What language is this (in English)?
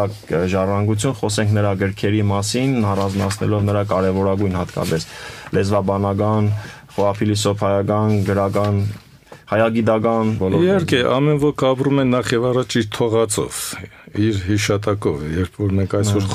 Armenian